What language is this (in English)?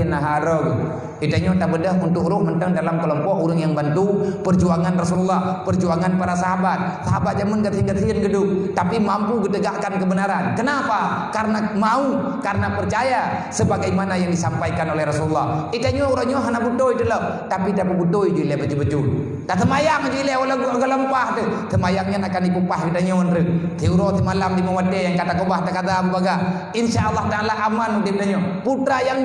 Achinese